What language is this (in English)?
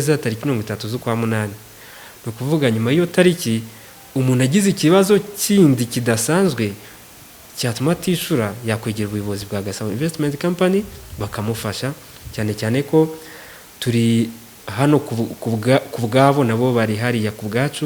Kinyarwanda